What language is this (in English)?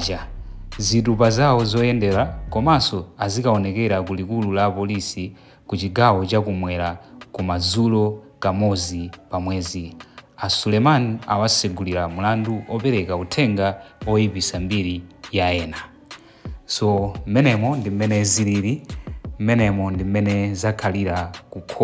Nyanja